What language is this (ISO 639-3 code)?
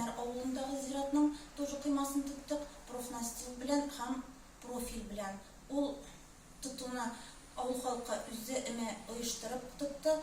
tat